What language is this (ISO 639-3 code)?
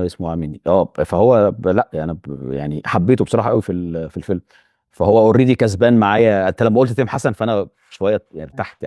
arz